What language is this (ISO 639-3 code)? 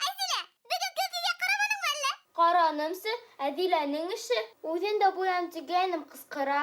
bak